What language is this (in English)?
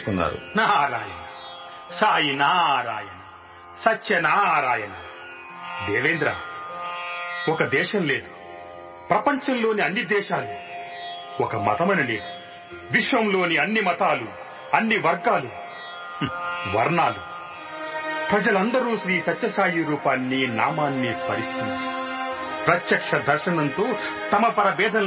Telugu